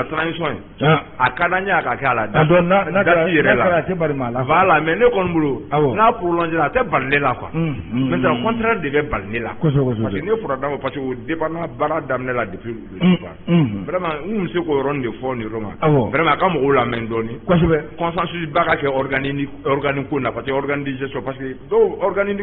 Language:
Bambara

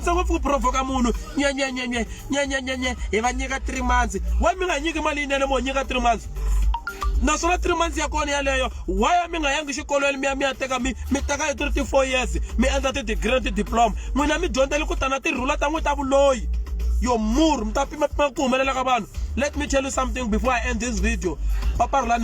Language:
Tsonga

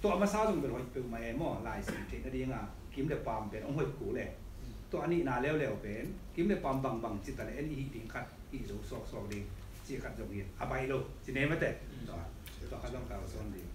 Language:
Tedim Chin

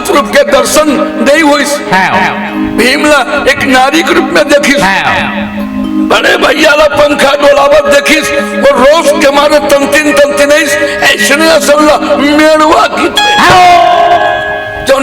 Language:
Chhattisgarhi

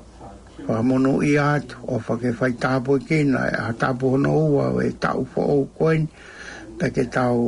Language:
Tongan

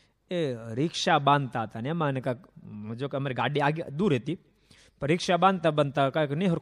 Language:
Gujarati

